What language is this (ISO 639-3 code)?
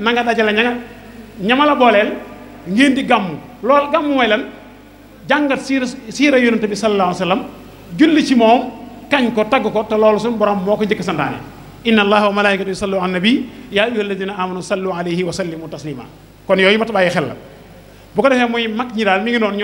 wol